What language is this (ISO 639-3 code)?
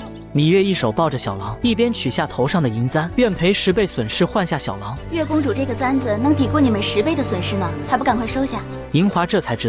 zho